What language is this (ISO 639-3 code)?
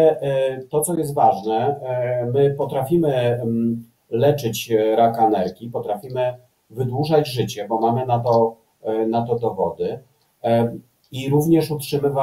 pol